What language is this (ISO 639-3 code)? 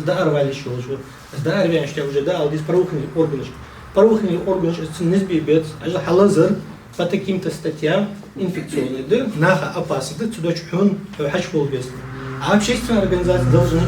inh